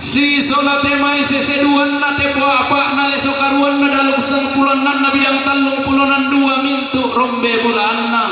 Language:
Toraja-Sa'dan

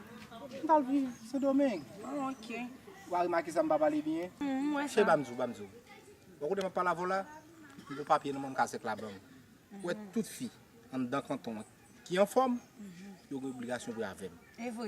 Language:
Haitian Creole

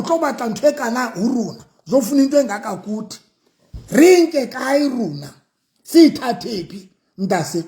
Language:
Southern Sotho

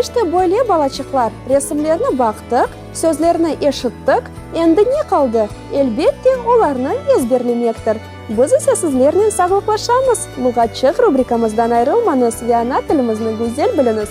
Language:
Crimean Tatar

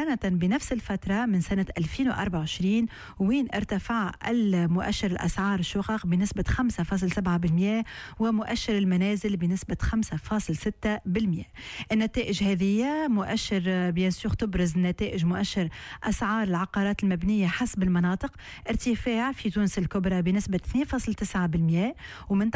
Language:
Tunisian Arabic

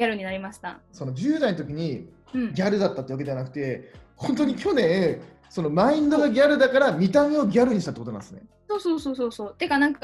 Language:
Japanese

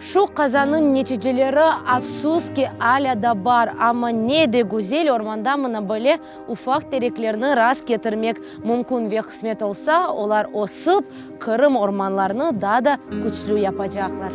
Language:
Crimean Tatar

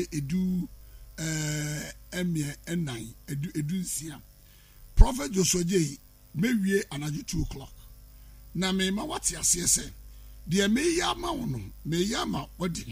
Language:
Akan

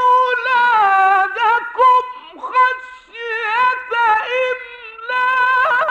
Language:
Arabic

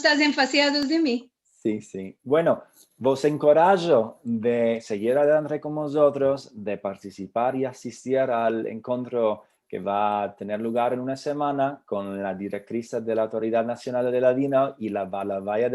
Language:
Ladino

